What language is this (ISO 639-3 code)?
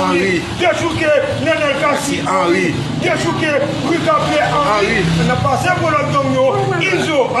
hat